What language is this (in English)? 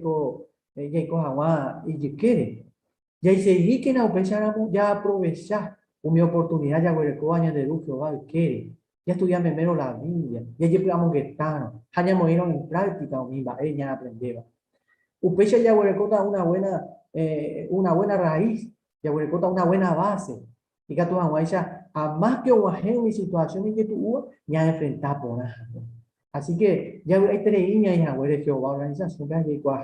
Guarani